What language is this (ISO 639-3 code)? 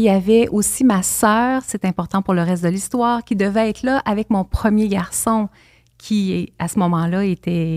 fra